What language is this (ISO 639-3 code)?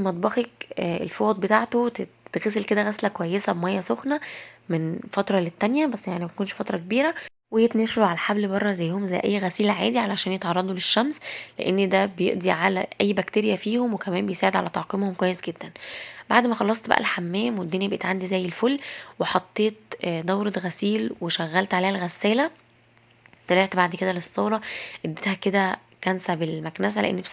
arz